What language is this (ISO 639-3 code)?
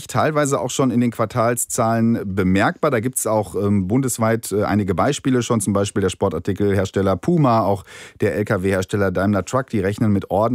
deu